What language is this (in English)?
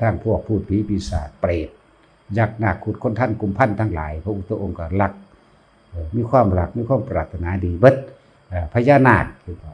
Northeastern Thai